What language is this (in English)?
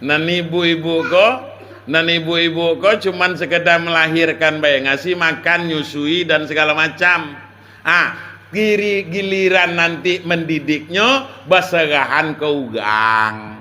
Minangkabau